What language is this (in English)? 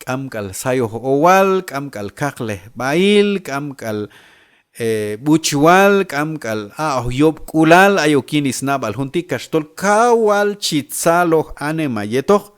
Q'anjob'al